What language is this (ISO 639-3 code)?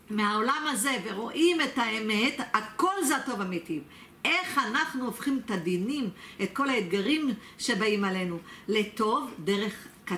heb